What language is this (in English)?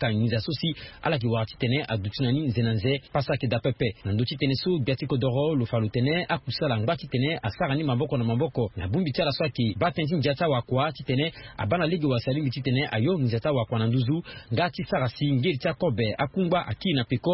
Sango